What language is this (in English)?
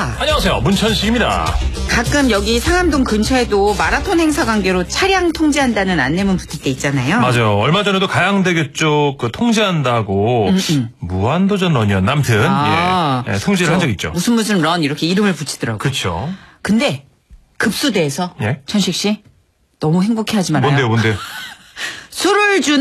Korean